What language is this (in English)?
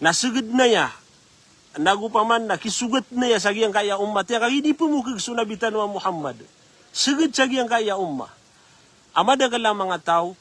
Maranao